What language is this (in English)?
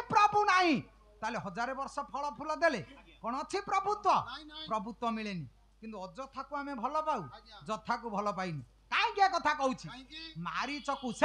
Odia